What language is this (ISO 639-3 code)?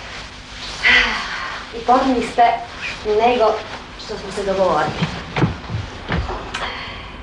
hrv